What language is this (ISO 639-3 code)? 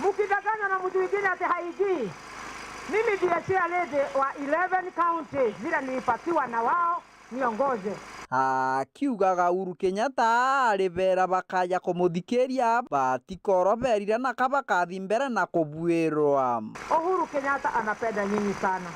mer